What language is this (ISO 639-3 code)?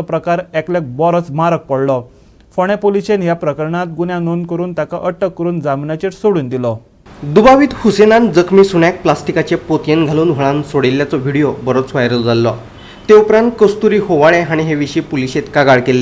kok